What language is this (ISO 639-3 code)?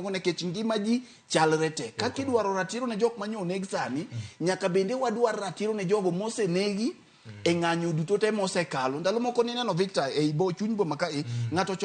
luo